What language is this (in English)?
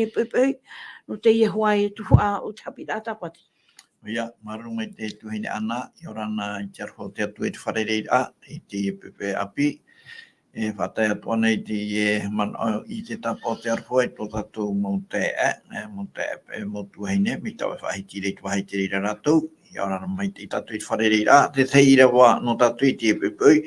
Tahitian